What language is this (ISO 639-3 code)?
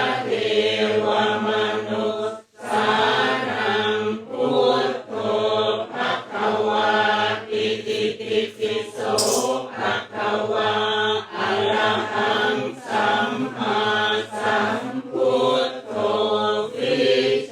pli